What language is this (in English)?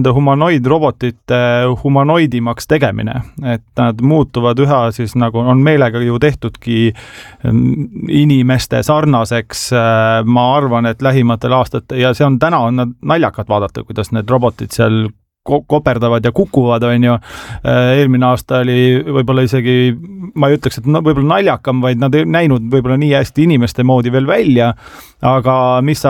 Estonian